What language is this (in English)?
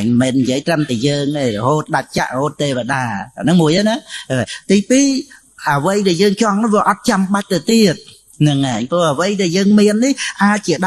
Khmer